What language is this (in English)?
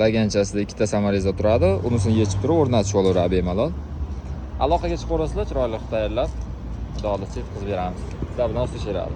Uzbek